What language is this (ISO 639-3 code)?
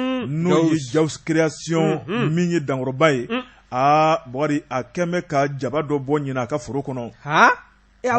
bam